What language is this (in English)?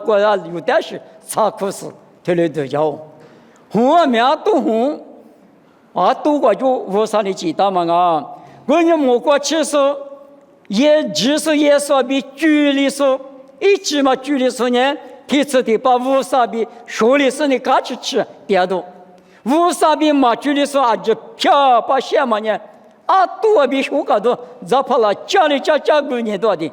Lisu